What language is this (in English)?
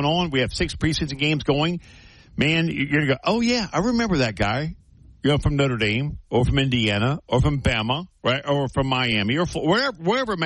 English